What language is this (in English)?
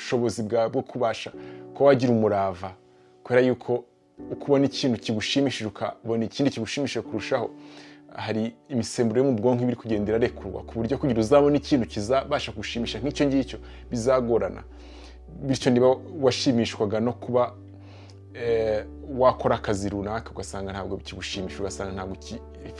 Kinyarwanda